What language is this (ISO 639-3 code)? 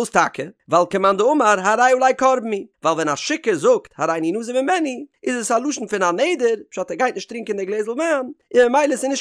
yid